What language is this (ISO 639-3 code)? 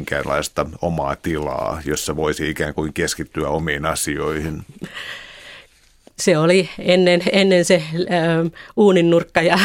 fin